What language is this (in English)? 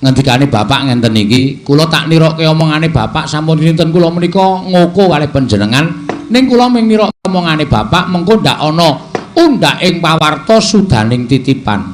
Javanese